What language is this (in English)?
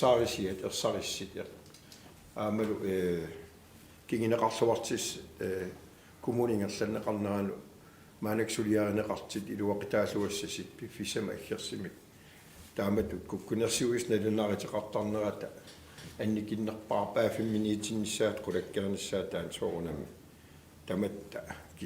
Kalaallisut